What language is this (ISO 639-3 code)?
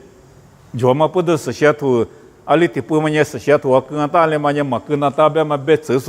lis